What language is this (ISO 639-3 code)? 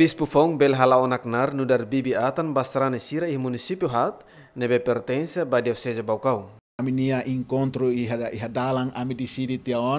tet